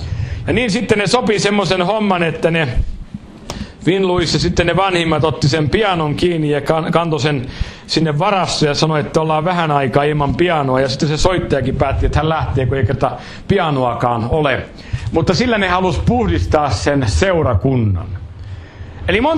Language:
Finnish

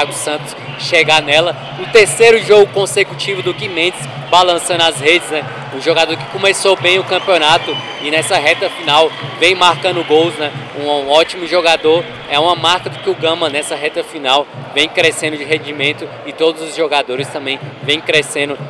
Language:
Portuguese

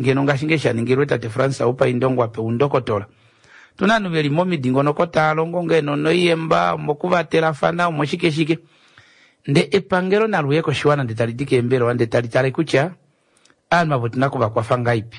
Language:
Kuanyama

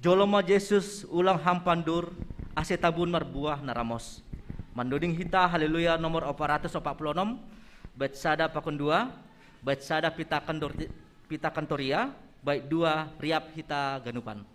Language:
Batak Simalungun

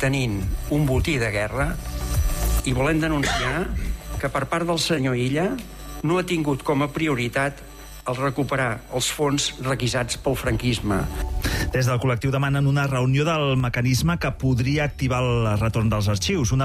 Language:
Catalan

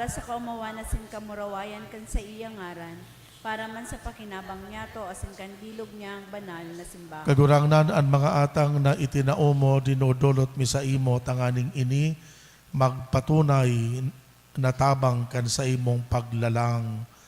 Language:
Bikol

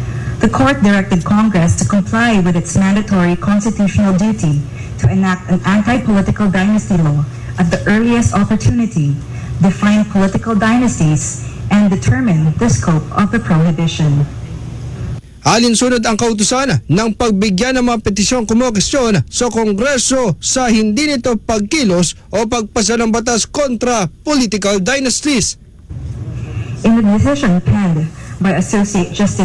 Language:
Filipino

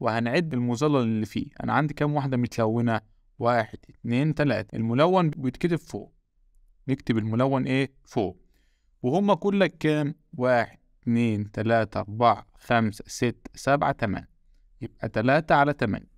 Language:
Egyptian Arabic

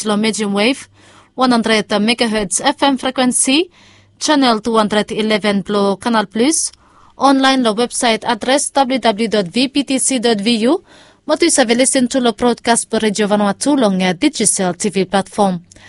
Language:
Bislama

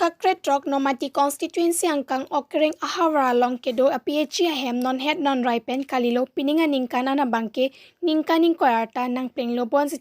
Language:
Karbi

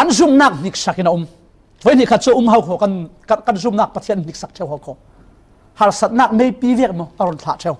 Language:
Falam Chin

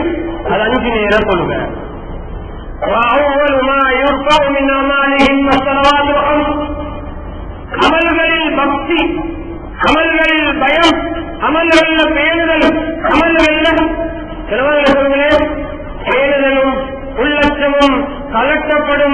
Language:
Tamil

